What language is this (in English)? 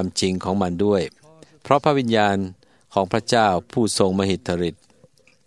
Thai